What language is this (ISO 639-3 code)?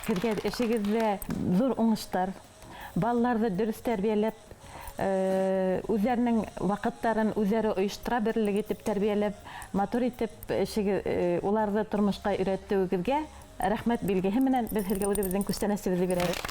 bak